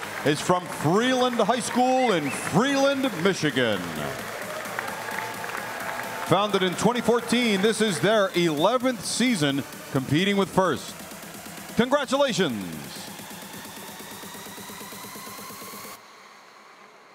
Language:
English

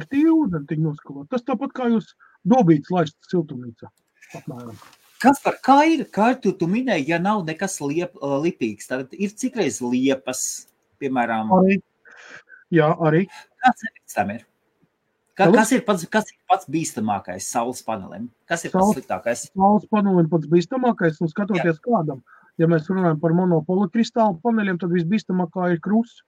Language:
Latvian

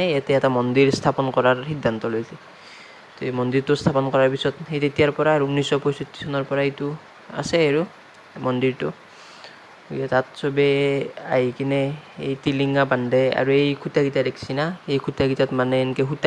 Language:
Assamese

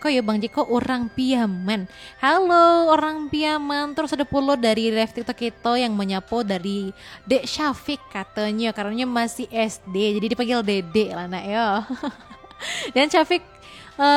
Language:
Minangkabau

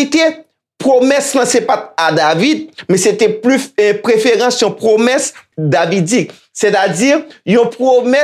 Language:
Haitian Creole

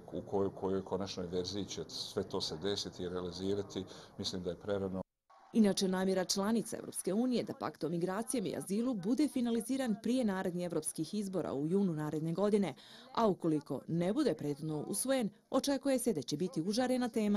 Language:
Bosnian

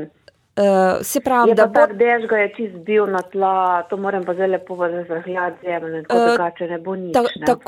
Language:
Slovenian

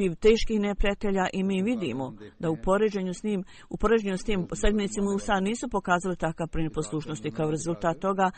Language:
Bosnian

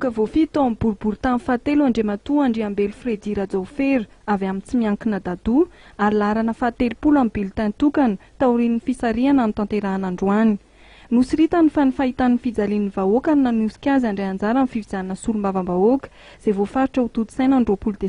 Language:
Malagasy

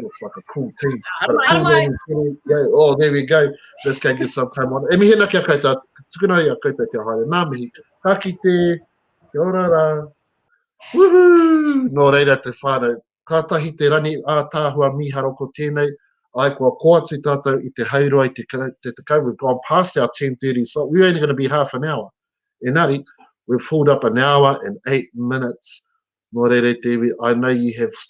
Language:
Māori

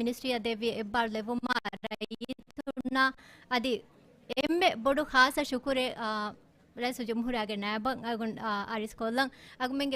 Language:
Divehi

